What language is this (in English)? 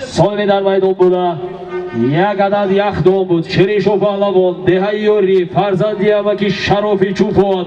Tajik